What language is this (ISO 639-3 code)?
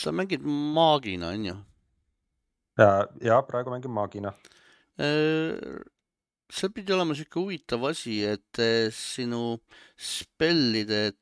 est